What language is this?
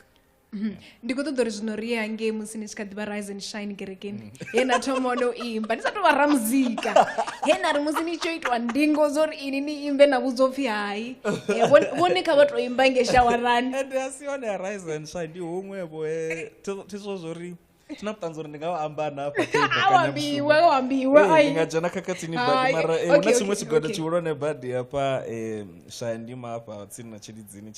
Venda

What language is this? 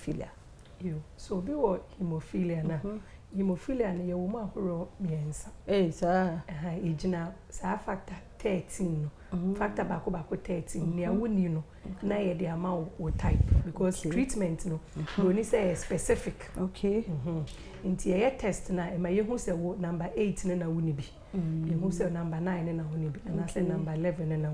Akan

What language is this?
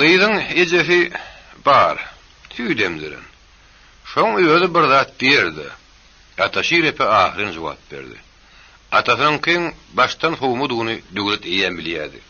Turkmen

